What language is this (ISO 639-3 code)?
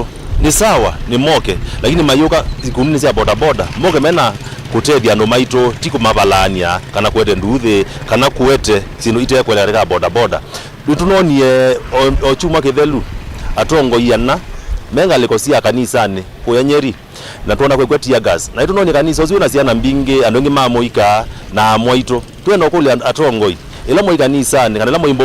kam